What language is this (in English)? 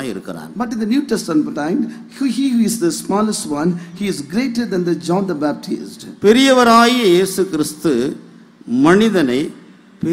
Tamil